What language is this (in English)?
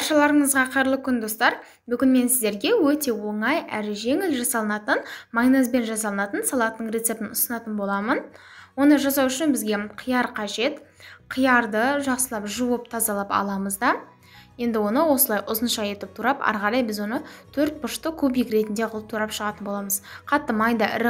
Kazakh